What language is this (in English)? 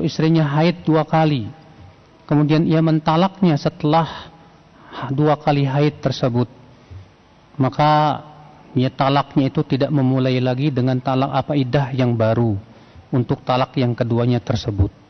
Indonesian